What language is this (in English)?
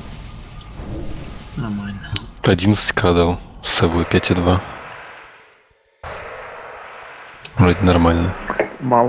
Russian